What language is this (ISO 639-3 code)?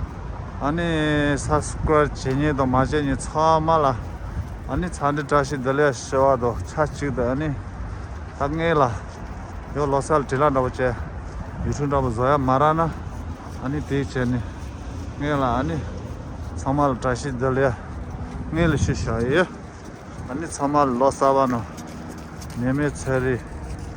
bod